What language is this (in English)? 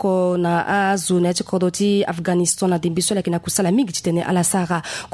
Sango